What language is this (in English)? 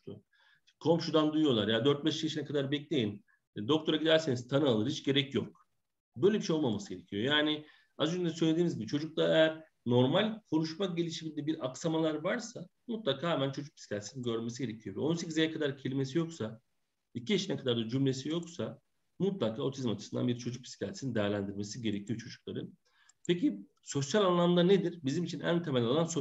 Turkish